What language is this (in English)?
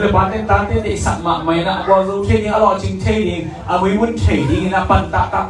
Tedim Chin